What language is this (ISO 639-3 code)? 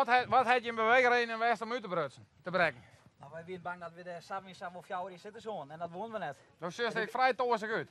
fry